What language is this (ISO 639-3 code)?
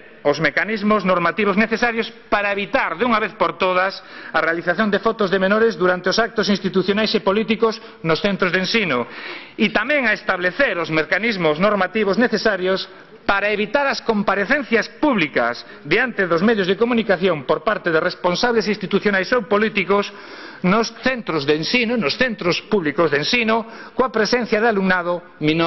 glg